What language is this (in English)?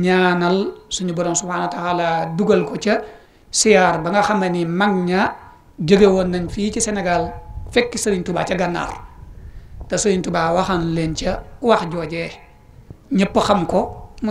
Wolof